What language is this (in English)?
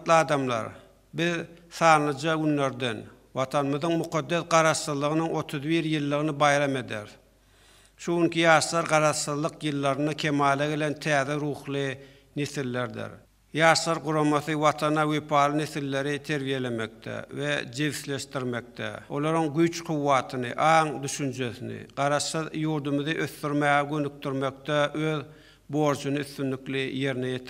Turkmen